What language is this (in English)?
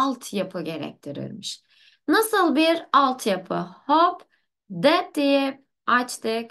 Turkish